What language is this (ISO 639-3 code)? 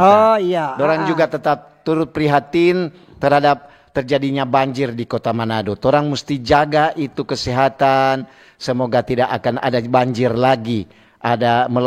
xmm